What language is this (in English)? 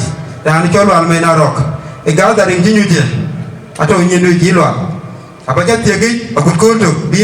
Dinka